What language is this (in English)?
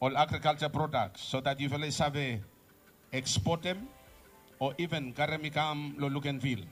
Bislama